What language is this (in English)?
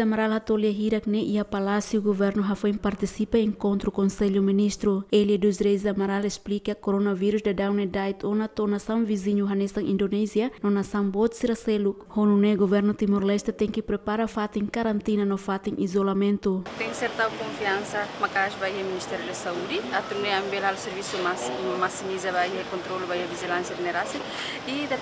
Tetum